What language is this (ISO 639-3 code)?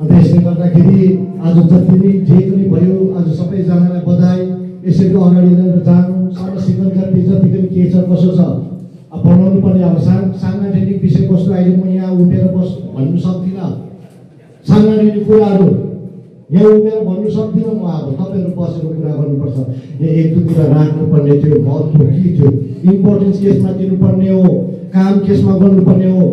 nep